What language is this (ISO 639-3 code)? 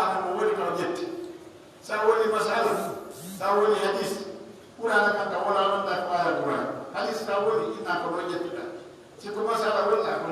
fuf